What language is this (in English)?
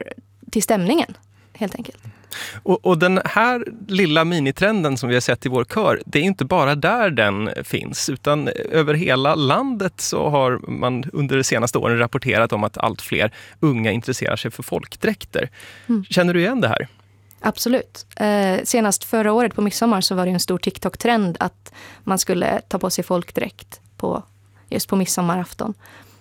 Swedish